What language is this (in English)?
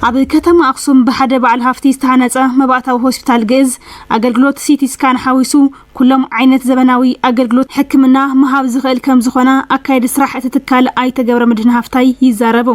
Tigrinya